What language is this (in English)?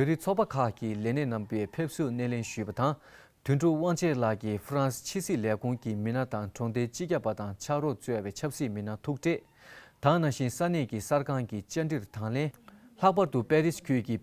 Tibetan